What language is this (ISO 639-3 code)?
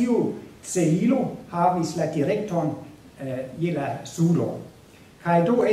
epo